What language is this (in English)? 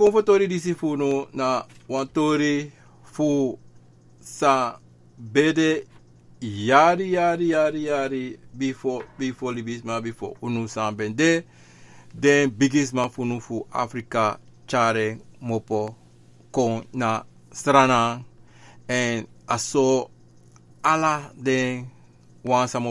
Sranan Tongo